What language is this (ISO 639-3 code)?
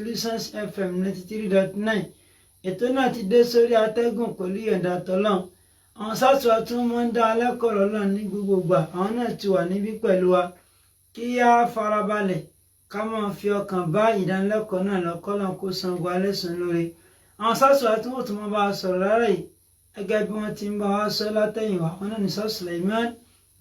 yor